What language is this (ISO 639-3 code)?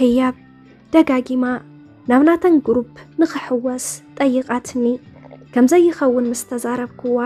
tir